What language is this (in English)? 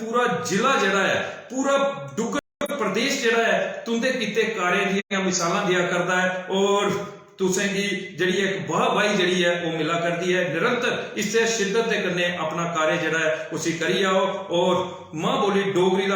Dogri